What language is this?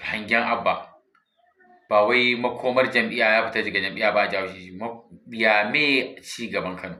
Hausa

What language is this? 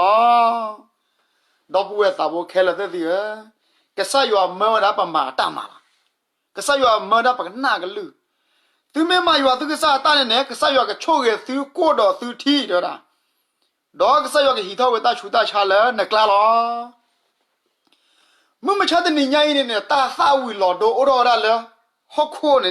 S'gaw Karen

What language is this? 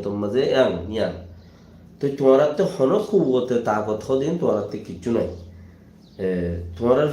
Rohingya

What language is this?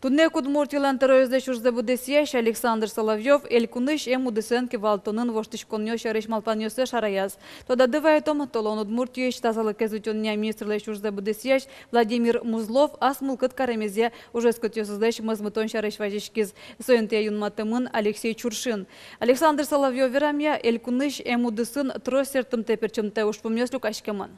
Udmurt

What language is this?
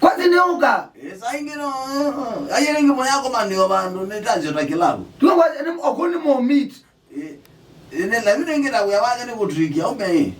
Kamba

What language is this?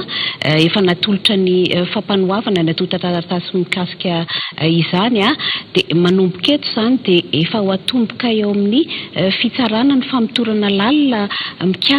Malagasy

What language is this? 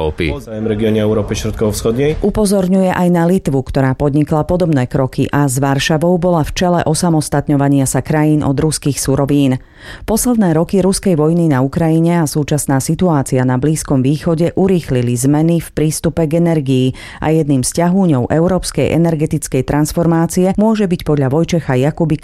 Slovak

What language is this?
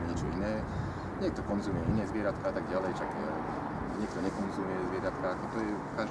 Slovak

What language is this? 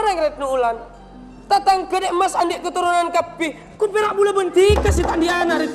Madurese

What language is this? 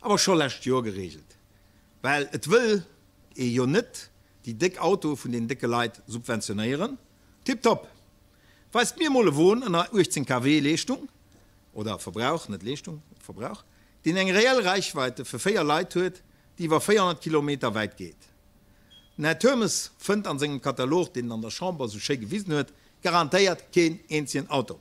Luxembourgish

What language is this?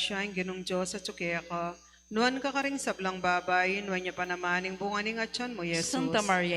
Pampanga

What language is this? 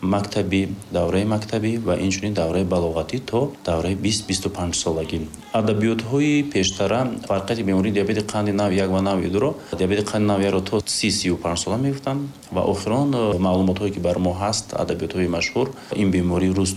Tajik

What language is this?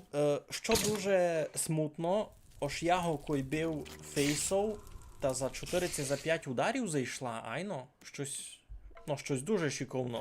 Rusyn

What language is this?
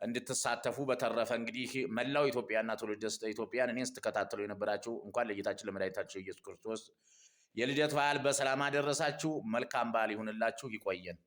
Amharic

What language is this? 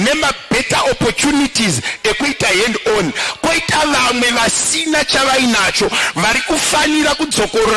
Shona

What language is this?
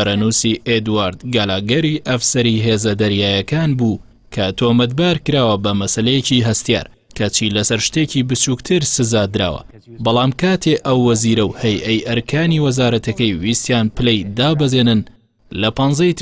Central Kurdish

